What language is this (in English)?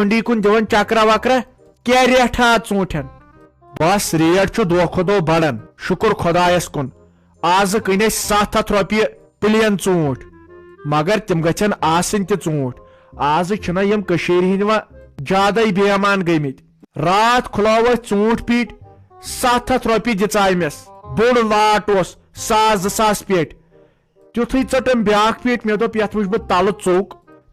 Kashmiri